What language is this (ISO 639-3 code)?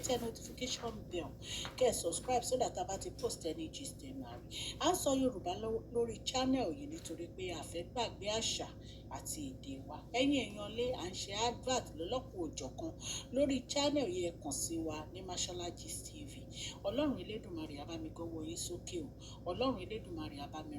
yor